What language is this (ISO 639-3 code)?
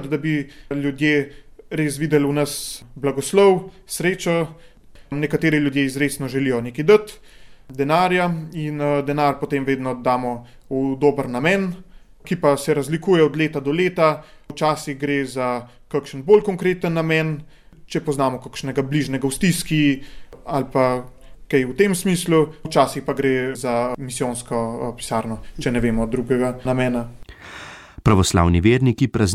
slv